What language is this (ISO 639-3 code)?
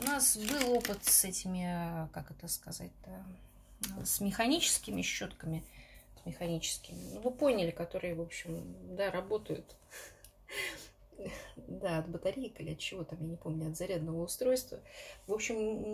rus